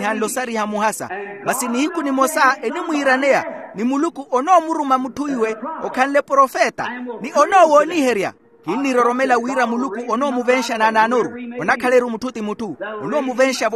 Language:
Makhuwa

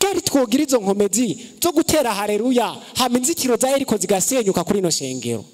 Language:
Rundi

